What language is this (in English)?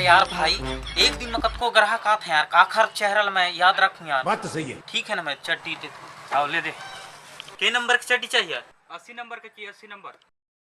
Chhattisgarhi